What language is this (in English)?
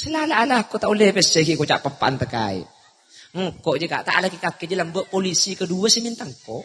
Madurese